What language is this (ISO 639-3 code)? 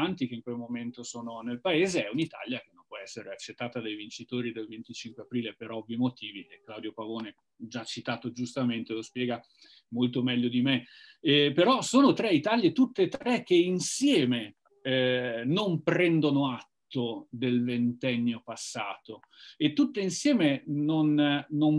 ita